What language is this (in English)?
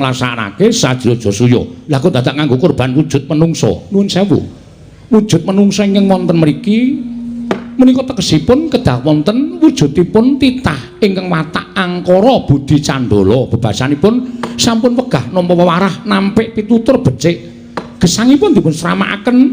Javanese